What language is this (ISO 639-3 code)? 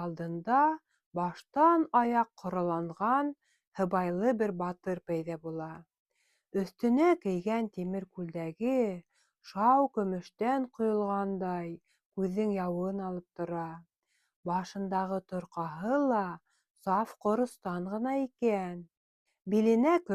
bak